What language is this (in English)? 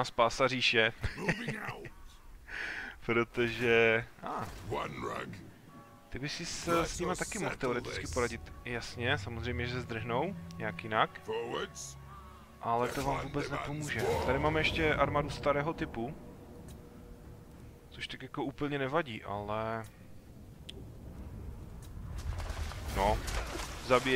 Czech